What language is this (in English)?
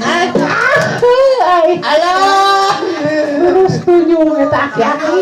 Sundanese